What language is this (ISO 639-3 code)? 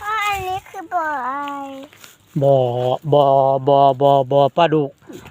lao